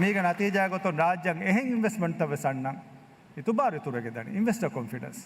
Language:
Divehi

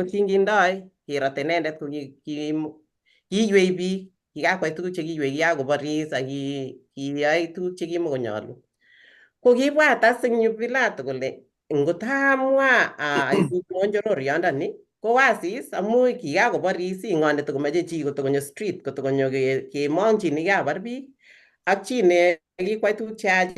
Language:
Kalenjin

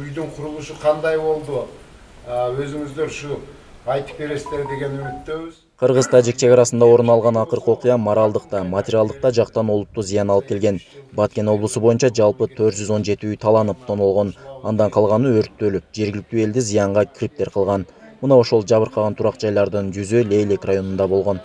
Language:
Kyrgyz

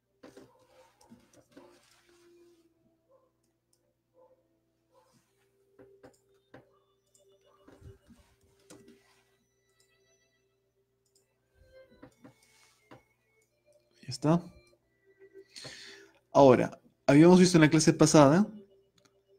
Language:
Spanish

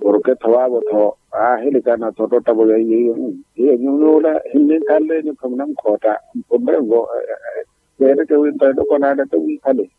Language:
Makhuwa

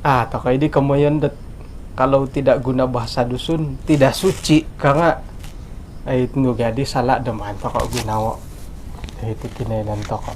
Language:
Central Dusun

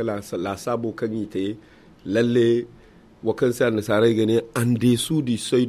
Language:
Zarma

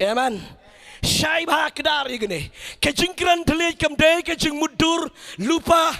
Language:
Khasi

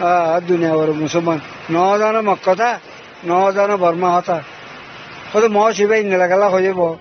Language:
Rohingya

